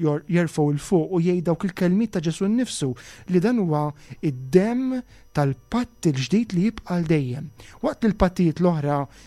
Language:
Maltese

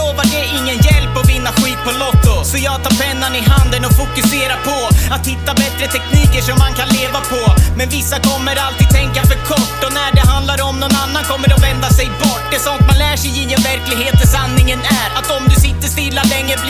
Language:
Swedish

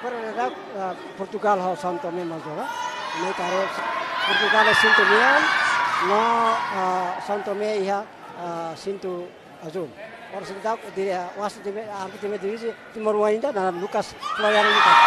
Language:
Tetum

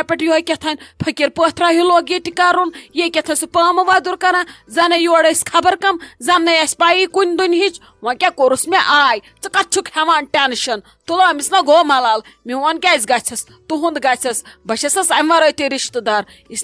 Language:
Kashmiri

